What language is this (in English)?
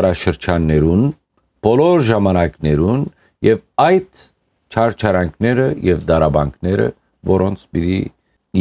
Western Armenian